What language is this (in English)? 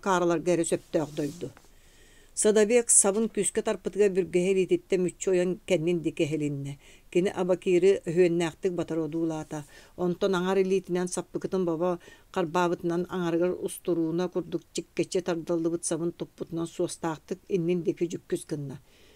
Yakut